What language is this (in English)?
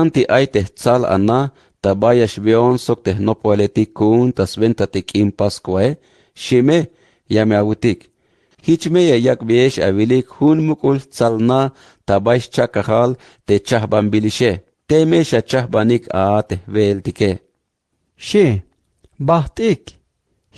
Tzeltal